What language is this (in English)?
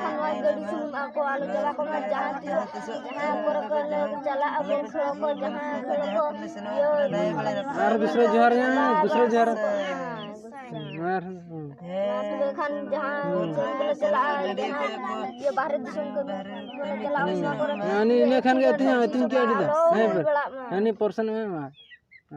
Santali